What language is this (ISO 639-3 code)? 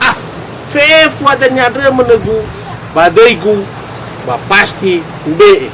nia